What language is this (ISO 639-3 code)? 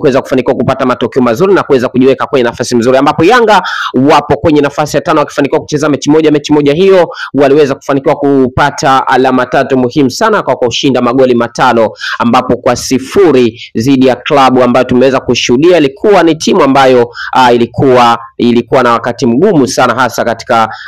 swa